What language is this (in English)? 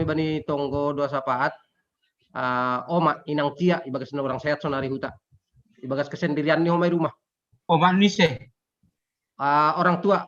Batak Simalungun